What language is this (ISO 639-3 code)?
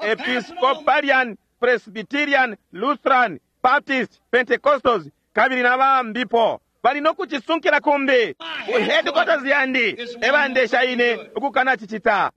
bem